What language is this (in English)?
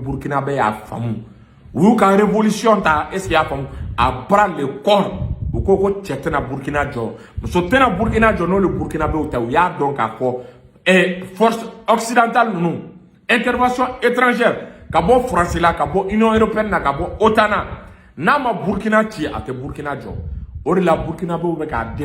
Bambara